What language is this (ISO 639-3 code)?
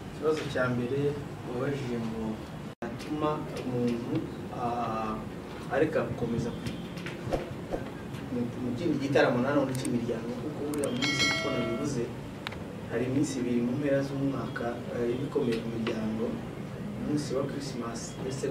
kin